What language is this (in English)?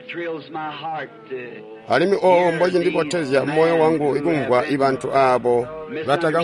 Tonga (Zambia)